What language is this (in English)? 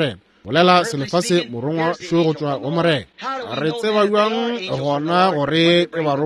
Northern Sotho